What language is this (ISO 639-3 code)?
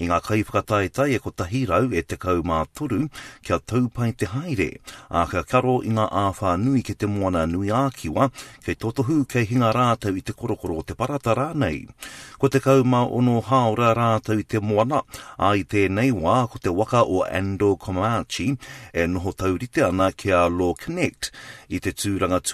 mri